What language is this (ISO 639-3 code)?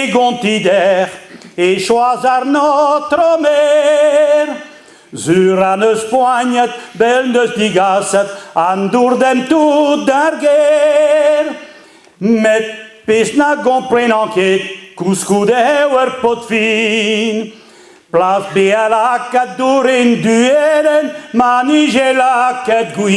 bre